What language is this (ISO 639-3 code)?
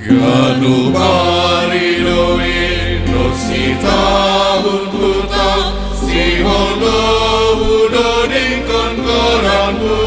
bts